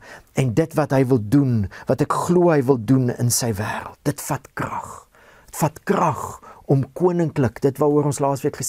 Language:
Afrikaans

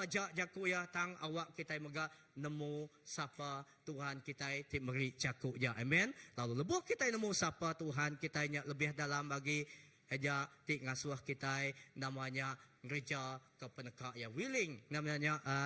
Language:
Iban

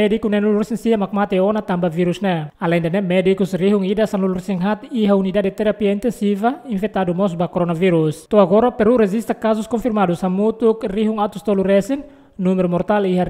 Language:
Tetum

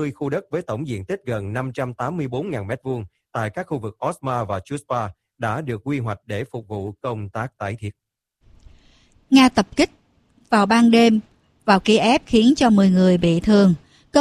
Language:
Vietnamese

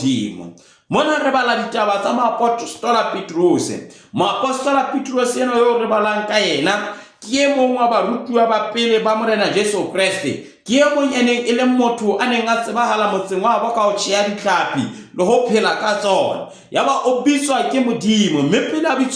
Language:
Southern Sotho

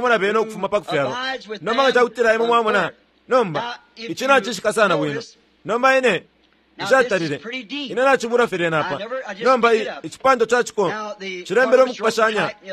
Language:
Bemba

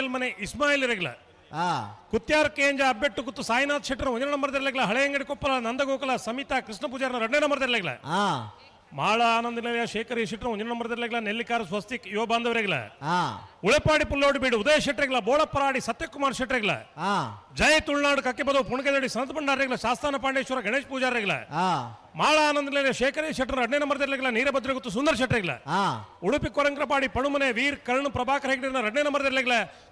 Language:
Tulu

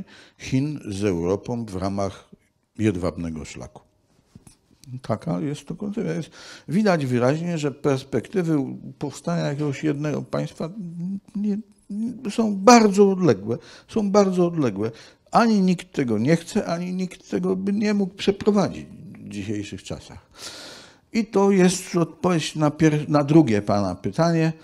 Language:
Polish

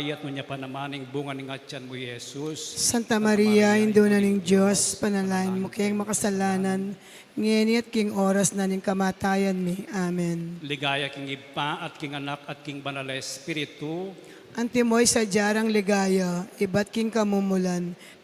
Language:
Pampanga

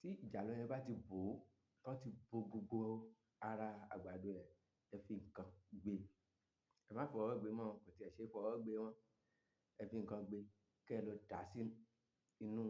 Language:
Yoruba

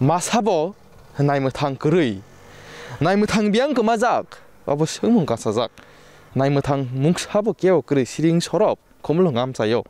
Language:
Kok Borok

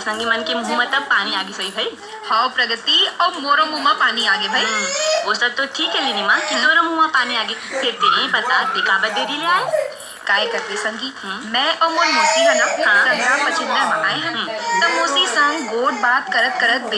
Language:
Chhattisgarhi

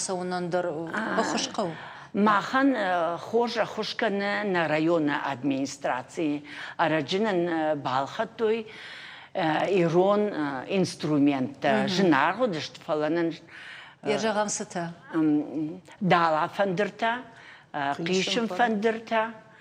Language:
Ossetic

